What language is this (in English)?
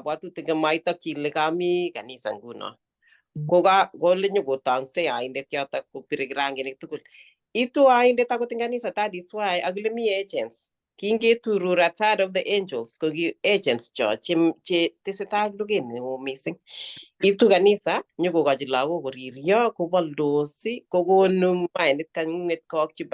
Kalenjin